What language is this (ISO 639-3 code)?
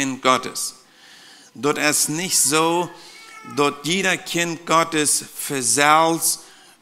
pdt